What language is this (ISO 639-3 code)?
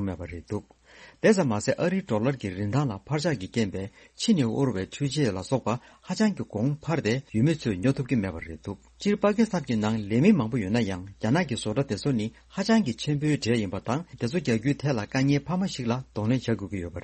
bod